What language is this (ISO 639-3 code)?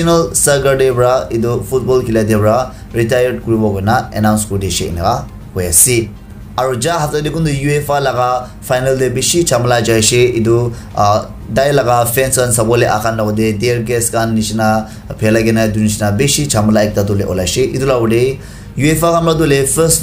nag